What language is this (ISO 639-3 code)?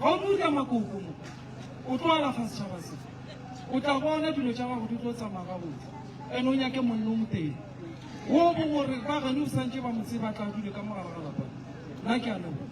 nso